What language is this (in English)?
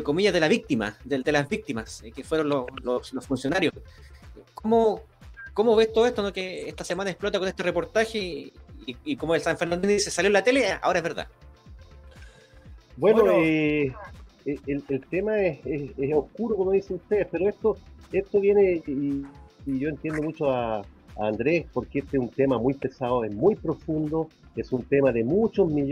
Spanish